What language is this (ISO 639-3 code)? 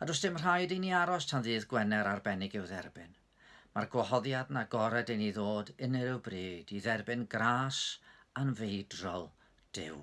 cym